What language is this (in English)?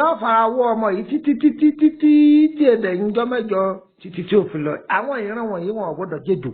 Yoruba